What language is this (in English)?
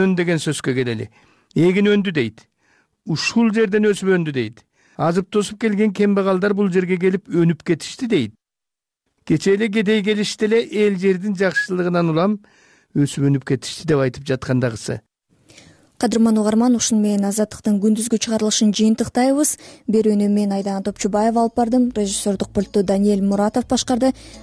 Kyrgyz